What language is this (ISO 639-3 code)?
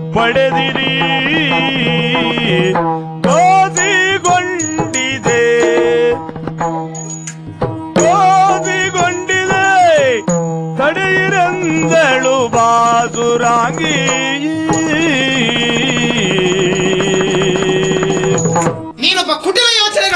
kan